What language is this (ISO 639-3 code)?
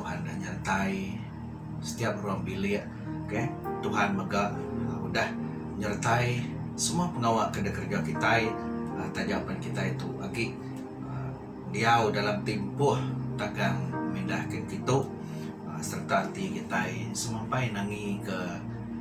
iba